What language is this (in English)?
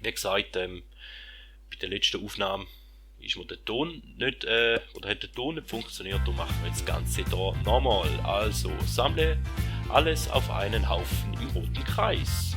Swiss German